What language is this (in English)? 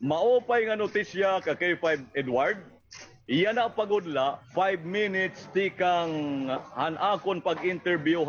Waray